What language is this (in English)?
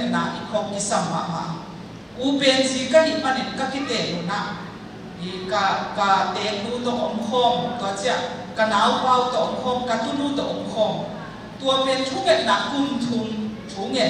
Tedim Chin